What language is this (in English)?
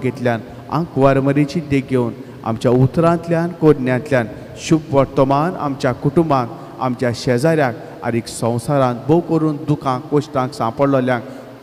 Konkani